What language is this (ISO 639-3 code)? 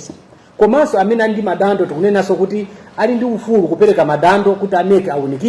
nya